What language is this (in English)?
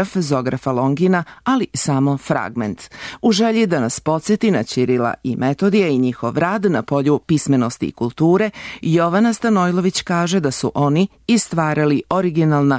Serbian